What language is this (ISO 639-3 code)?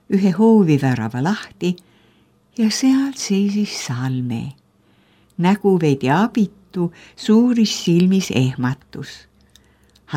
est